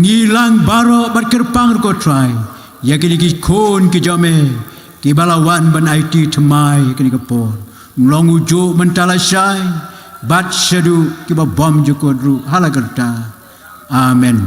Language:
Khasi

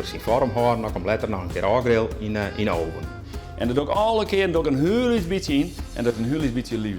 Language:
Western Frisian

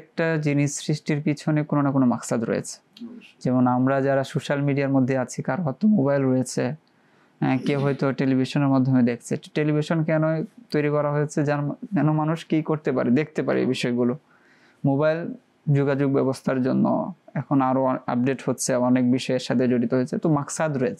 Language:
Bangla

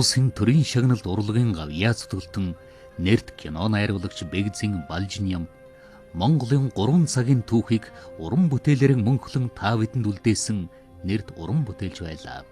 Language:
Mongolian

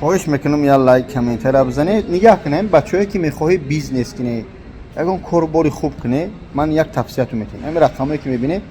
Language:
Tajik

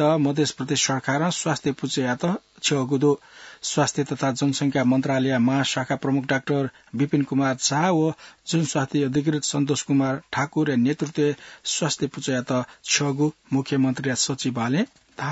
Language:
Newari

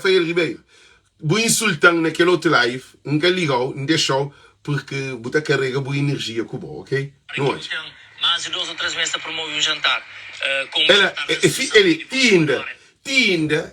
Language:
Kabuverdianu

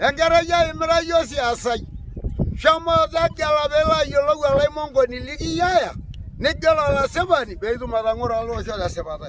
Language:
Masai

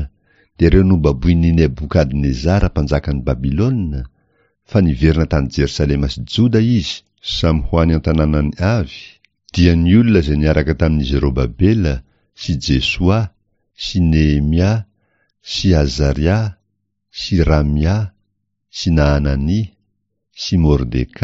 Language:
Malagasy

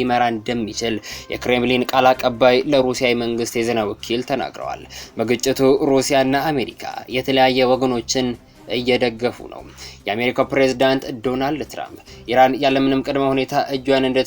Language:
Amharic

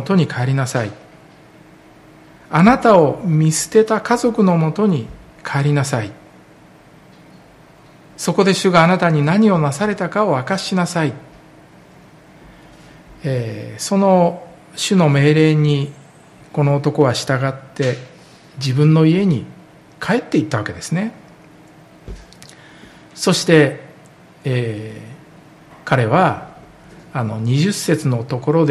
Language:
Japanese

